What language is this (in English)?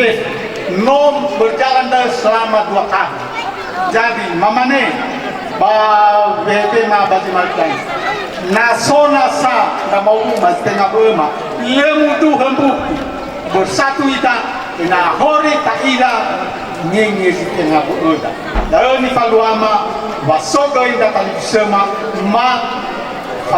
Nias